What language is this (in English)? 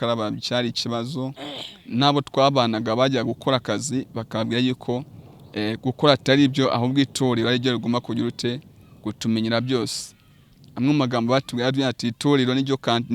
Kinyarwanda